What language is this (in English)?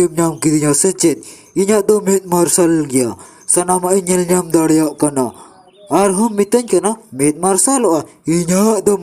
Santali